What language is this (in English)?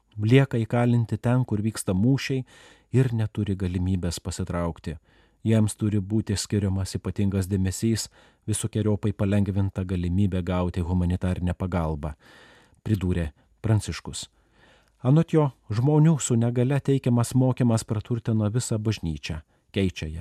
Lithuanian